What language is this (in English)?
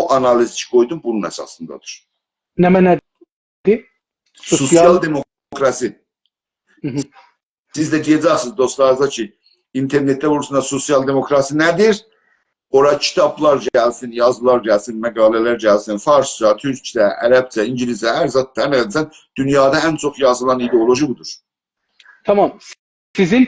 South Azerbaijani